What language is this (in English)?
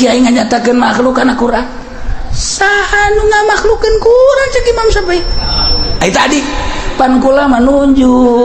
Sundanese